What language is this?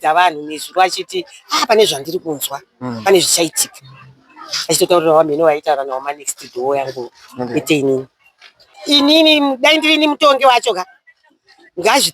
Shona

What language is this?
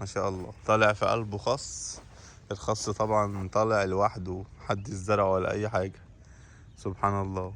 Egyptian Arabic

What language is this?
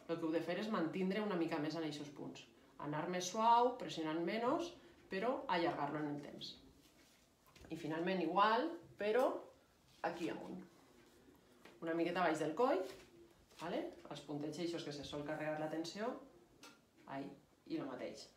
Catalan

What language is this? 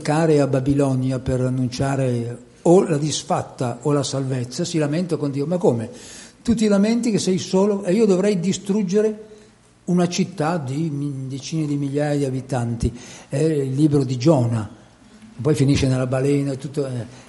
Italian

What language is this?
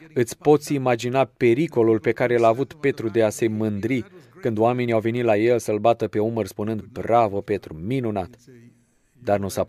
Romanian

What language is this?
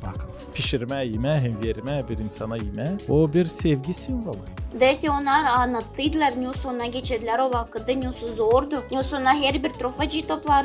Gagauz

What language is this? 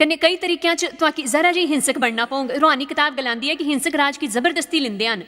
Dogri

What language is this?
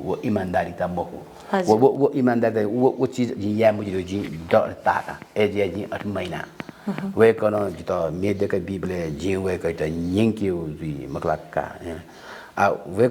Newari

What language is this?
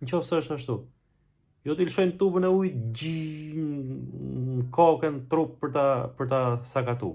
Albanian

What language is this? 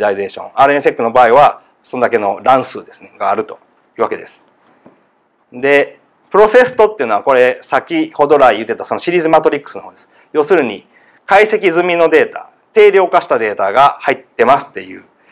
Japanese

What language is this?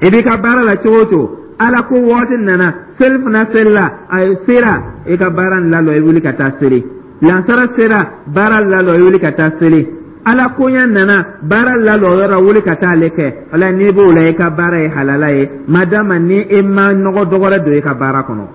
Dyula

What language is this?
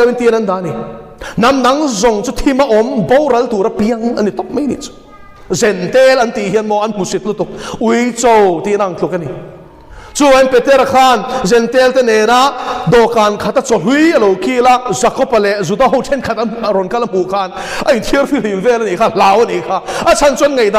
Mizo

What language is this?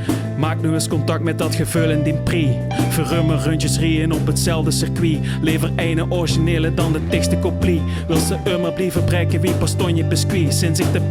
Limburgish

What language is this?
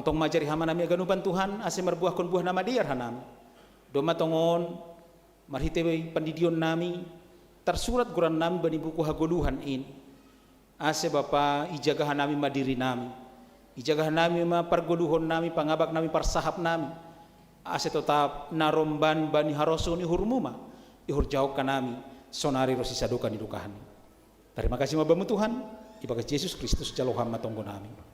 Batak Simalungun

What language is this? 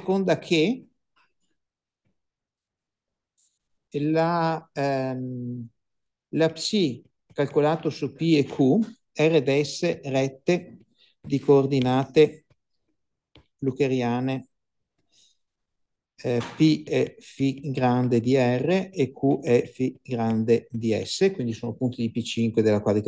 Italian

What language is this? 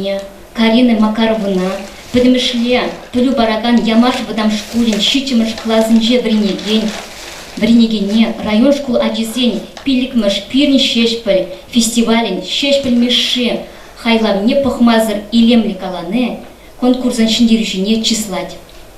Chuvash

